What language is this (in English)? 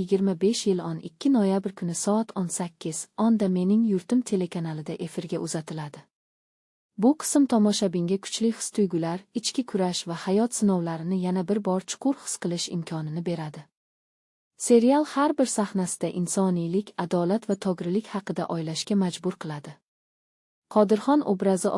Uzbek